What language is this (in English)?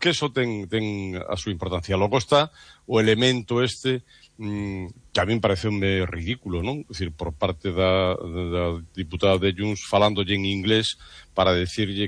Galician